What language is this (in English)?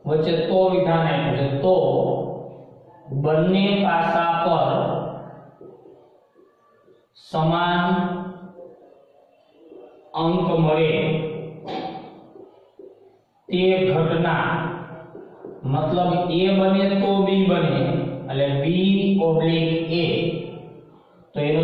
Gujarati